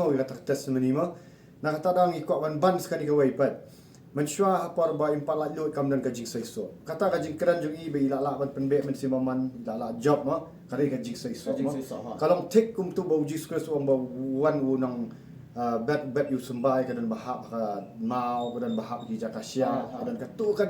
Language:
Khasi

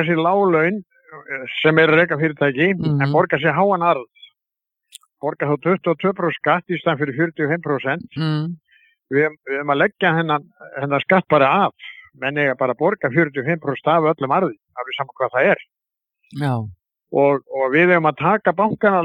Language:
Icelandic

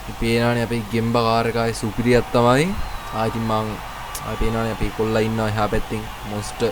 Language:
Sinhala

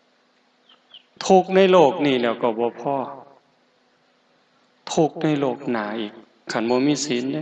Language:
Lao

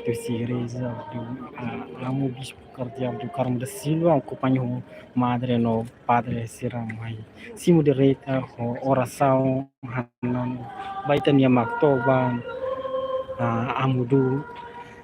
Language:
Tetum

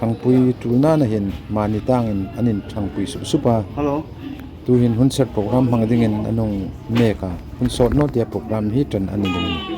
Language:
Hmar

